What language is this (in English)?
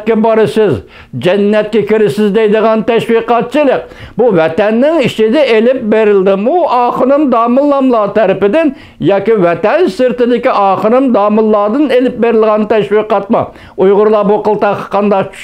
Uyghur